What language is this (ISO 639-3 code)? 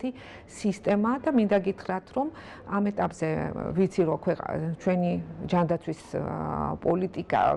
kat